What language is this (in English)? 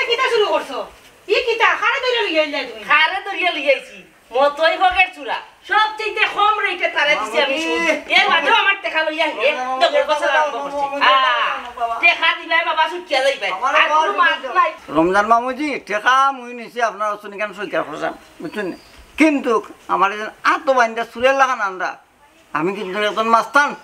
Sylheti